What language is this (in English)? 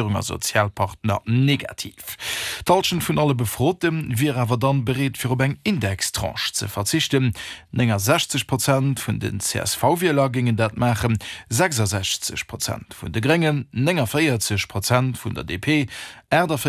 Luxembourgish